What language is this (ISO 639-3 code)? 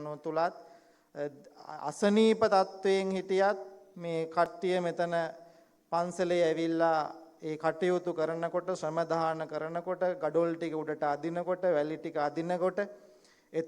sin